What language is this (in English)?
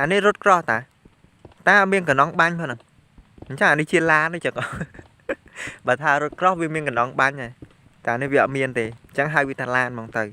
Khmer